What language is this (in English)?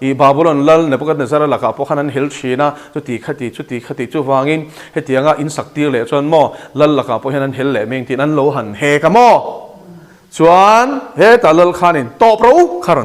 Mizo